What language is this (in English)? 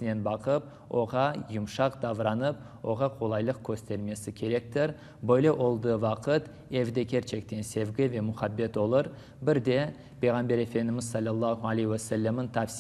Crimean Tatar